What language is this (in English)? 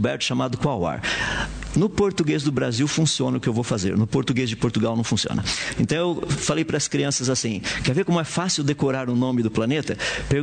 Portuguese